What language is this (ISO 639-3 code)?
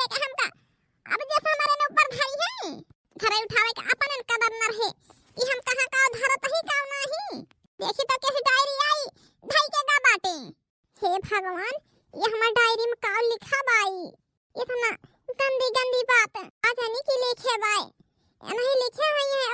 awa